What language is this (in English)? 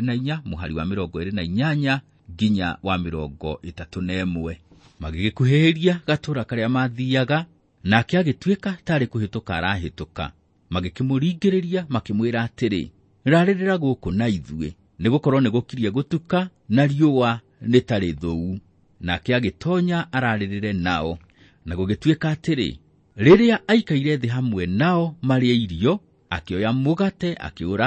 Kikuyu